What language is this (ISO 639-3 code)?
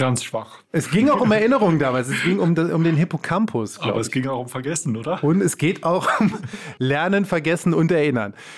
deu